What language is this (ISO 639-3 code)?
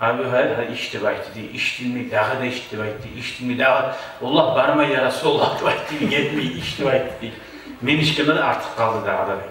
kum